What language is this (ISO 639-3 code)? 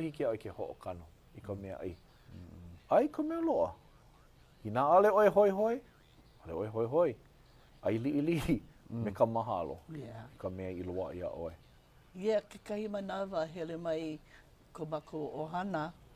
haw